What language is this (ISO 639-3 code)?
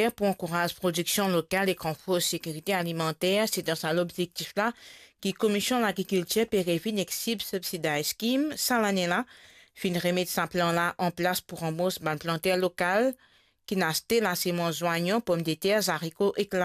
mfe